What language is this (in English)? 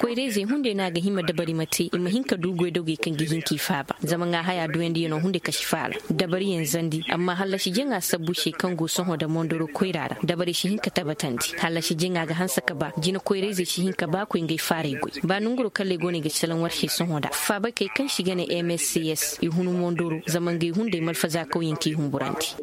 Koyraboro Senni